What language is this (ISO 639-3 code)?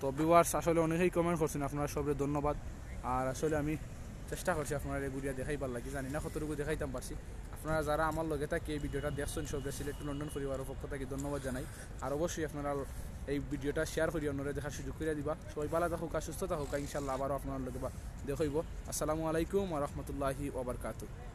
syl